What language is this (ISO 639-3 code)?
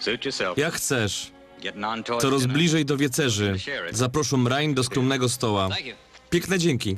szl